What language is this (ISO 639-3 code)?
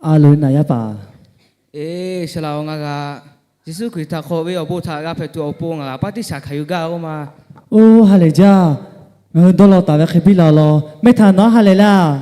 lhu